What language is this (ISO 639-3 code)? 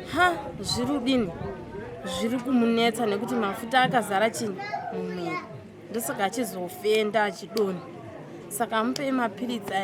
sna